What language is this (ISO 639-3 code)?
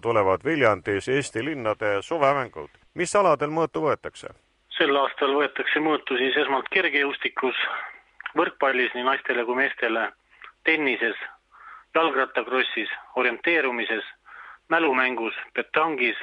est